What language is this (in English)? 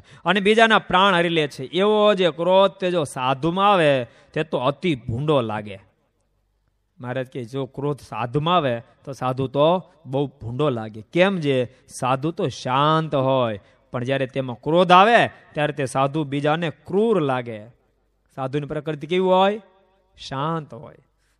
Gujarati